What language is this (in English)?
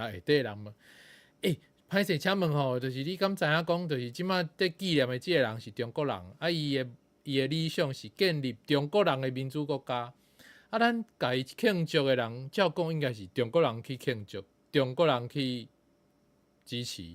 Min Nan Chinese